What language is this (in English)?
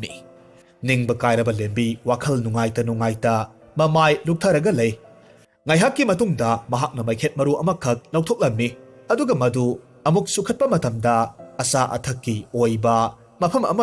Manipuri